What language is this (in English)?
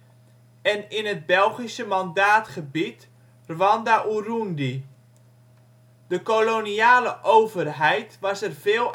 Dutch